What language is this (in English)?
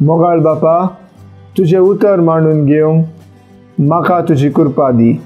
Konkani